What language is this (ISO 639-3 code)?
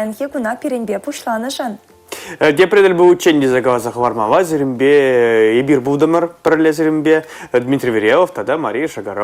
chv